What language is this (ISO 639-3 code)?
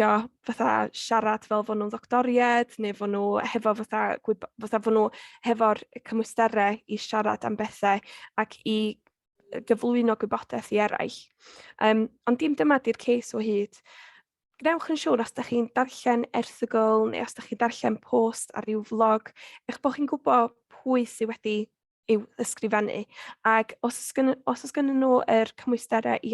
cym